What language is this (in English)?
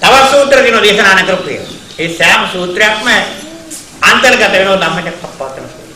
Sinhala